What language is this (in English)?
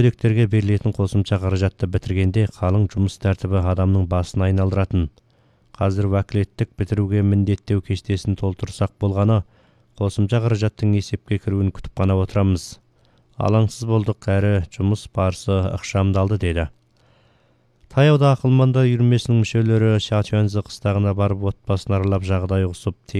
Kazakh